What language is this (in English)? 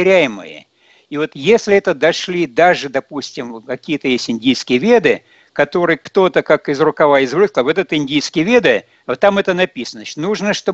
Russian